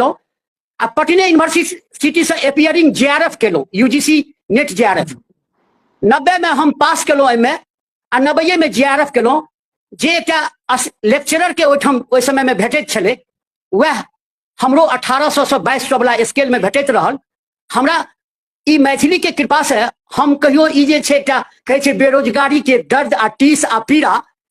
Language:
Maithili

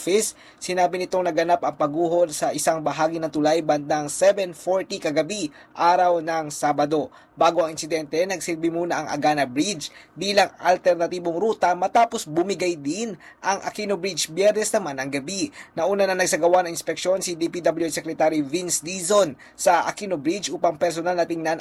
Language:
Filipino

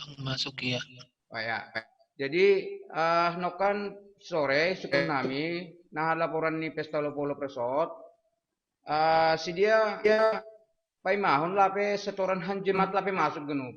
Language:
Batak Simalungun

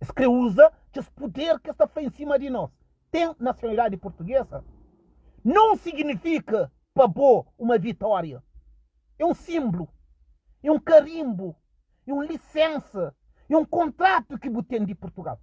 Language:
Kabuverdianu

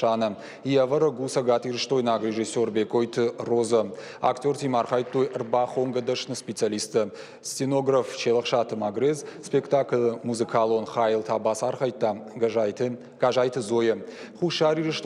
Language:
Ossetic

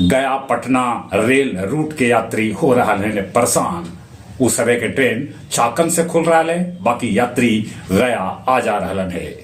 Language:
Magahi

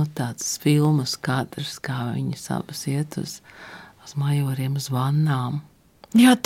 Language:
Latvian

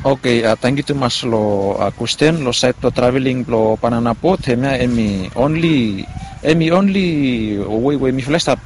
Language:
Bislama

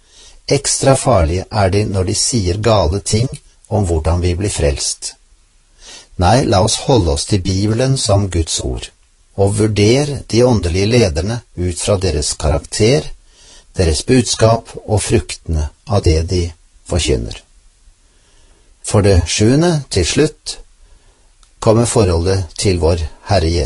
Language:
Norwegian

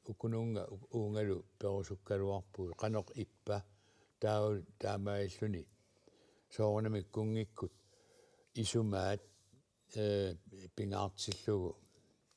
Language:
Kalaallisut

